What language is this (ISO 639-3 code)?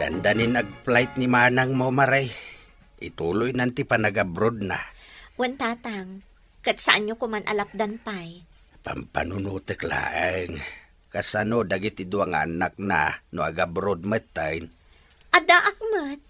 ilo